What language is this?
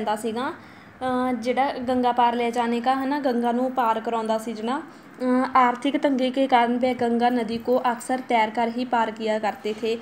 Punjabi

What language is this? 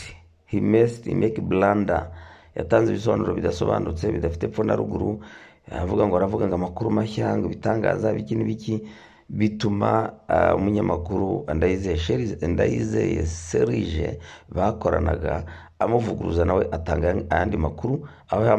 Kinyarwanda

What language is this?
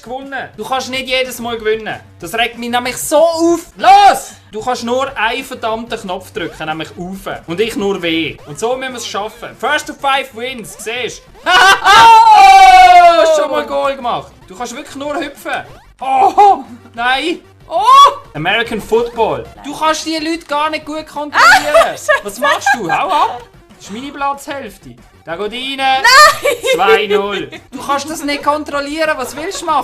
Swiss German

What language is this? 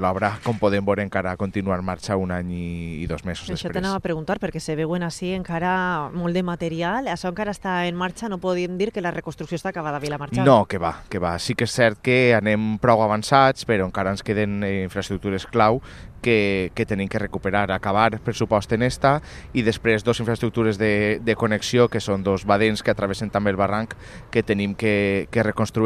Catalan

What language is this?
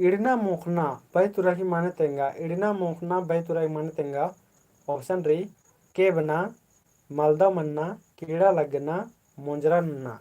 Kurukh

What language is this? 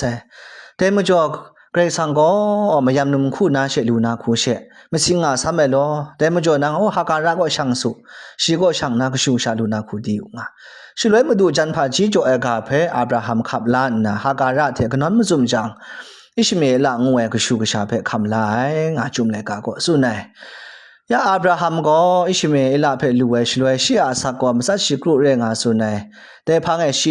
Kachin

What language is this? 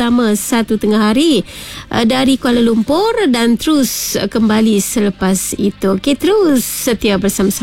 Malay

